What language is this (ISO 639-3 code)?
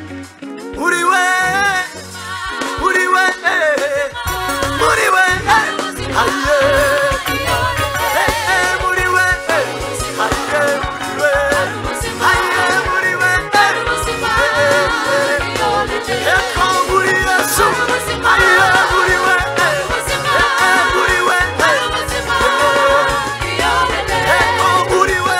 kin